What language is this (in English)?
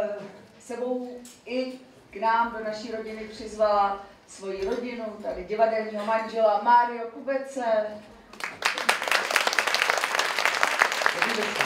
Czech